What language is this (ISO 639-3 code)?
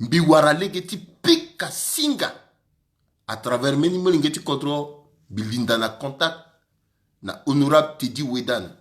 sag